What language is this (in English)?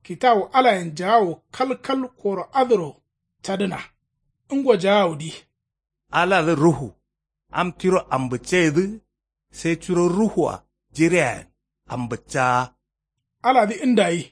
Kanuri